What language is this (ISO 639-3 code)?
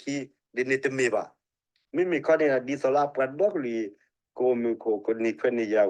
ksw